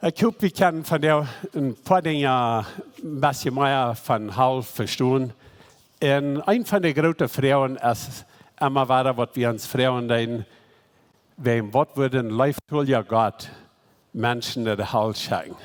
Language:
Plautdietsch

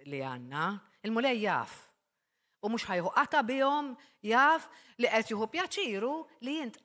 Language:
Maltese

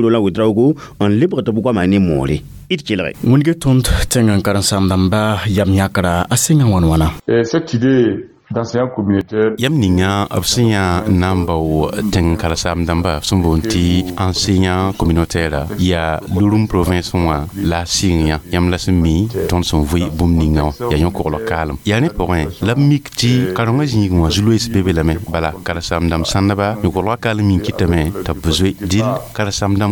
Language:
Mossi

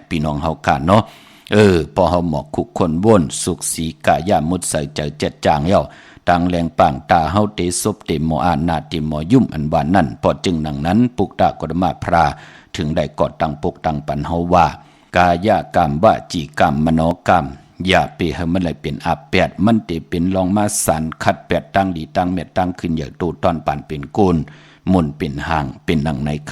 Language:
Shan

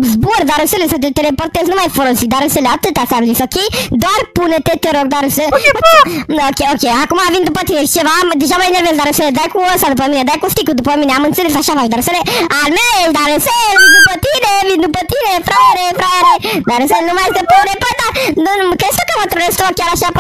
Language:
Romanian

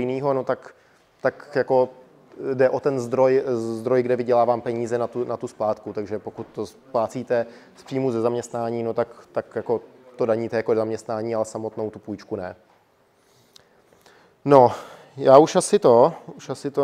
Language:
Czech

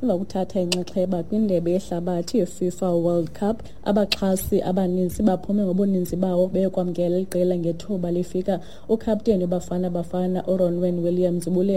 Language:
Xhosa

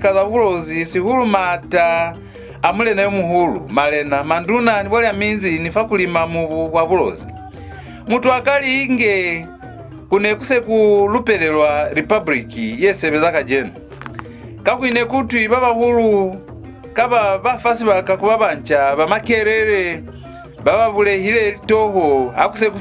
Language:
Lozi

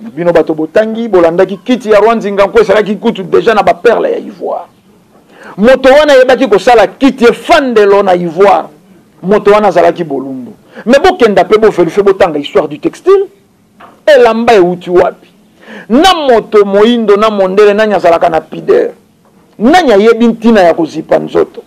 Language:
Lingala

